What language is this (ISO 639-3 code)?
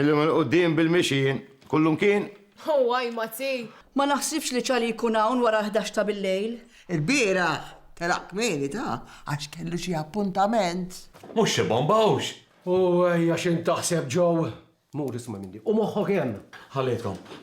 mlt